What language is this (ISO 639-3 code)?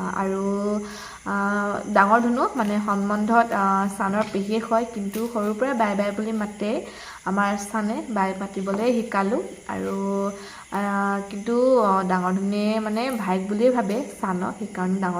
asm